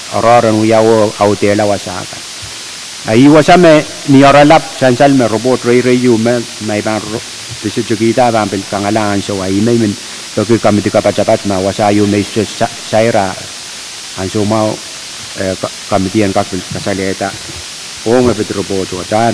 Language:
Pohnpeian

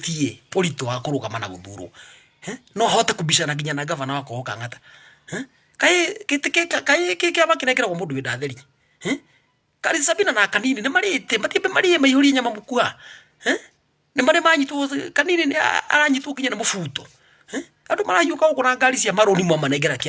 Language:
Kikuyu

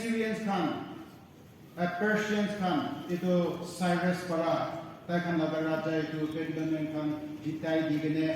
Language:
Naga Pidgin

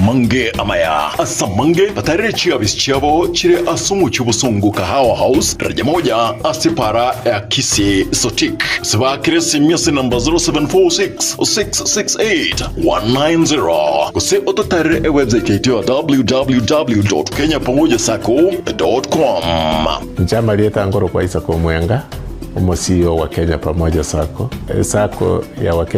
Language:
Gusii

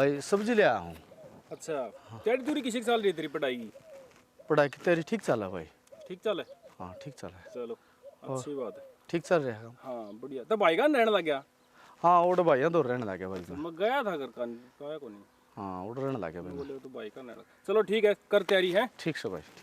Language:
Haryanvi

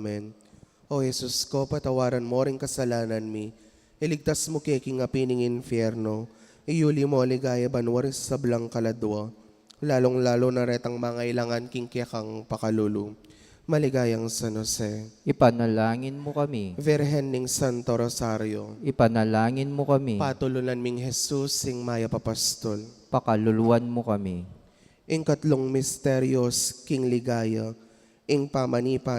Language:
Pampanga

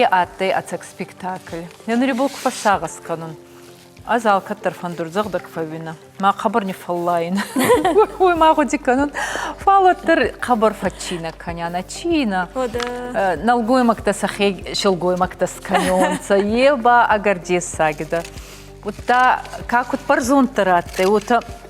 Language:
Ossetic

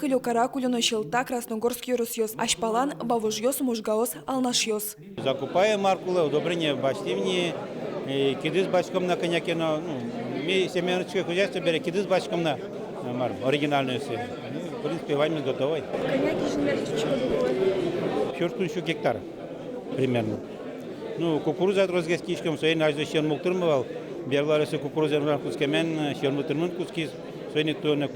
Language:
Udmurt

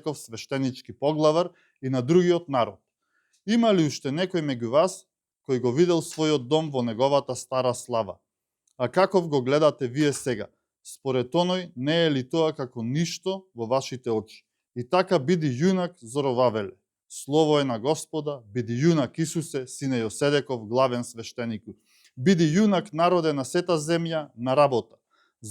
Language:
Macedonian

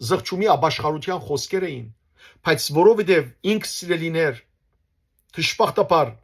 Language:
Western Armenian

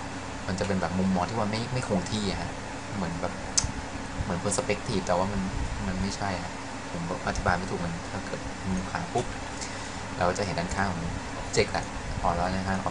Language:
Thai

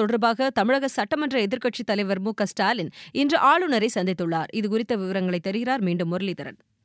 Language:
Tamil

